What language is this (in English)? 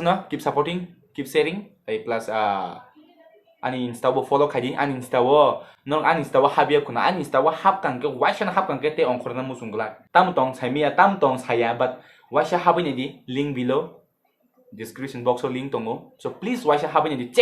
Kok Borok